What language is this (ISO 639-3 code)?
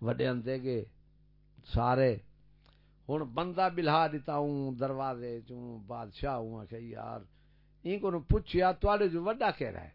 skr